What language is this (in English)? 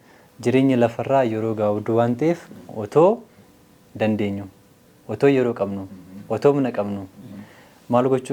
Oromo